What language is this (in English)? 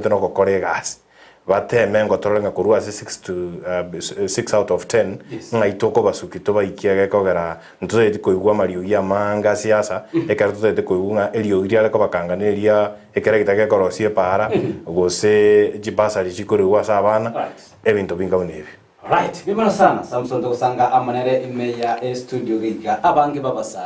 Gusii